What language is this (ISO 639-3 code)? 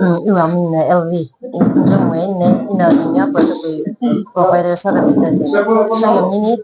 nmf